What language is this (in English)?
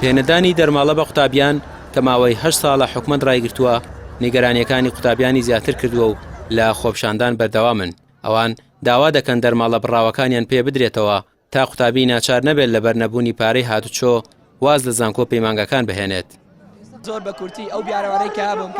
Central Kurdish